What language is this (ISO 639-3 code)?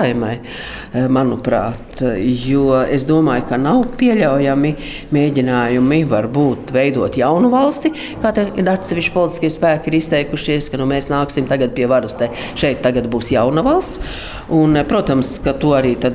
lav